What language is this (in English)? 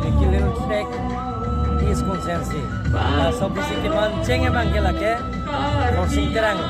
Karbi